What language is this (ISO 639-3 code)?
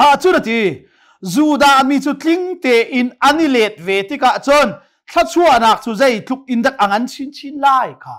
cnh